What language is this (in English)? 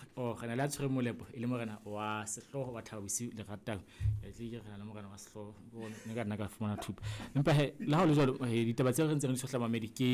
Southern Sotho